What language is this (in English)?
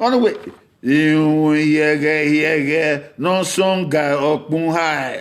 Bini